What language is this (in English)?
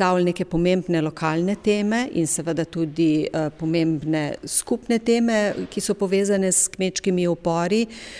Slovenian